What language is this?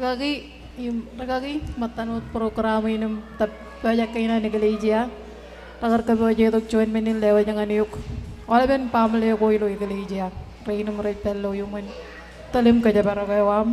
Marshallese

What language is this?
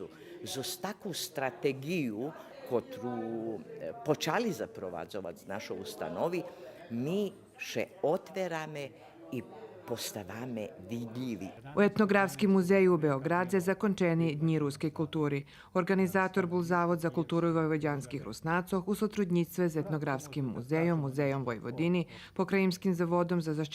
Rusyn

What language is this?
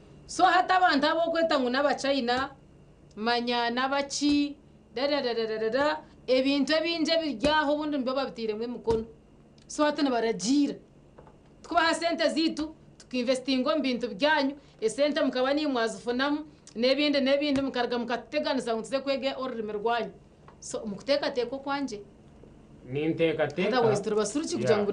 Nyankole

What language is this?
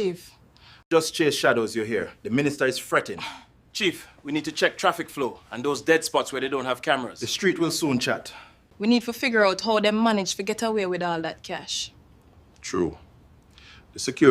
Jamaican Creole English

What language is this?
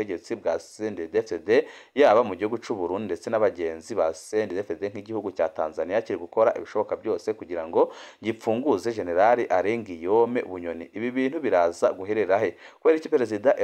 Rundi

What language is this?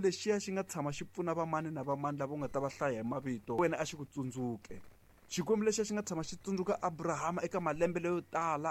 Tsonga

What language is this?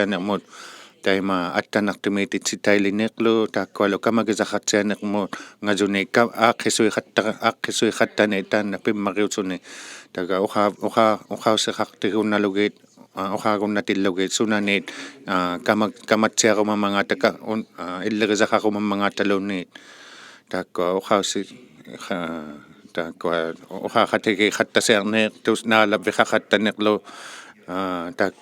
Inuktitut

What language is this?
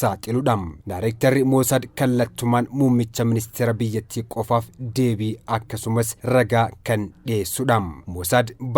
Oromo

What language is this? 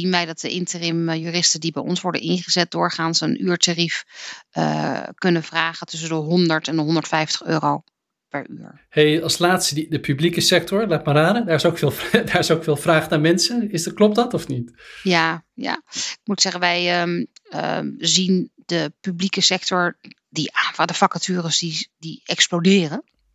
Dutch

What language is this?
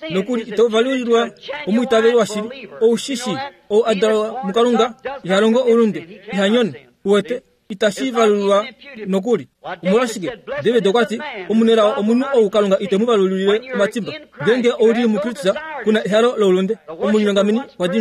Kuanyama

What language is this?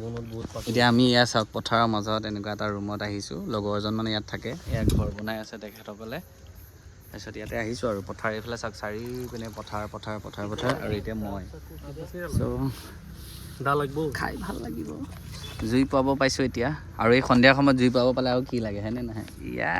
Assamese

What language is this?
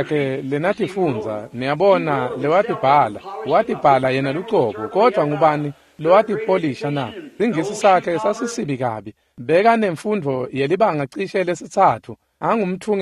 Swati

